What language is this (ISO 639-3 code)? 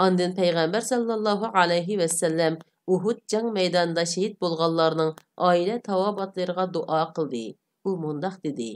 uig